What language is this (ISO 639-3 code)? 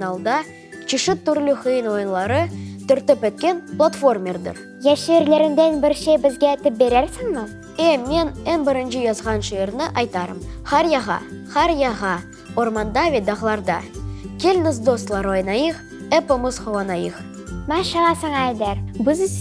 crh